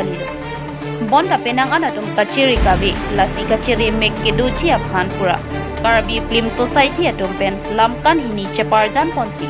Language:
Karbi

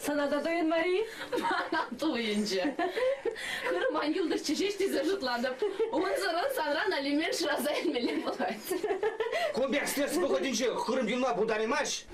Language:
Chuvash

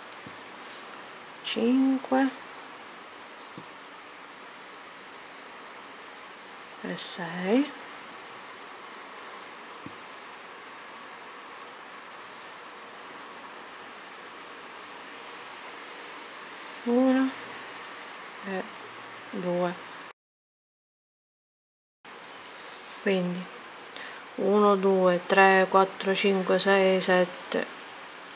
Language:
Italian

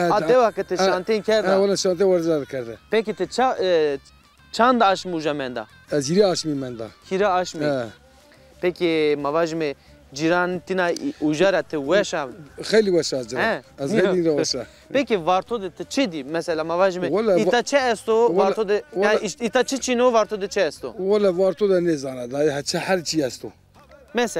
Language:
Zaza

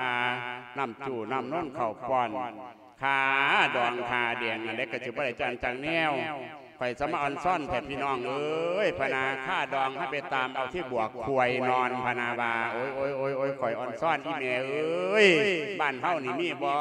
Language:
Lao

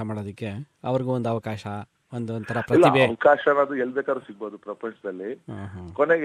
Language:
Kannada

